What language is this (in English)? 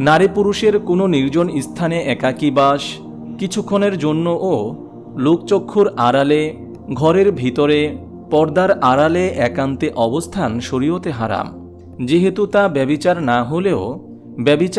Bangla